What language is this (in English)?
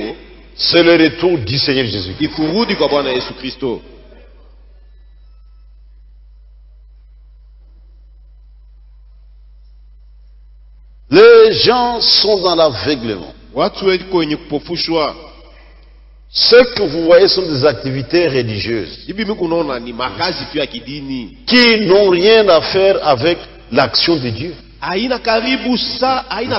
Swahili